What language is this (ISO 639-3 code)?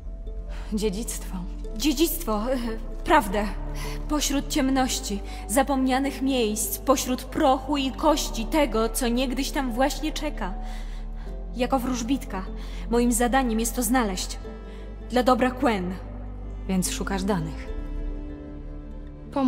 pol